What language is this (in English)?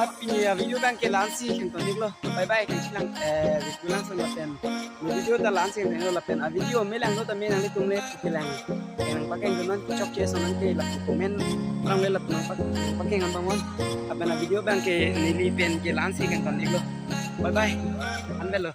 Karbi